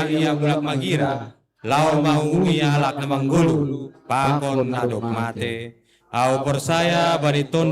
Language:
Batak Simalungun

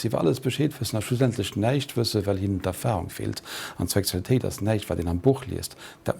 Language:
Luxembourgish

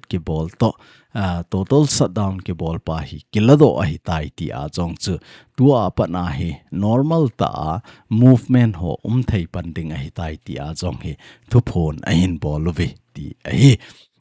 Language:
Thado Chin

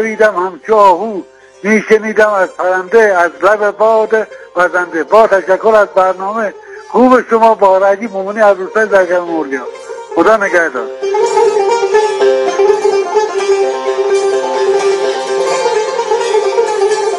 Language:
Persian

